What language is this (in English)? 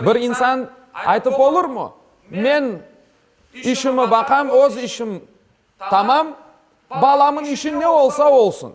Crimean Tatar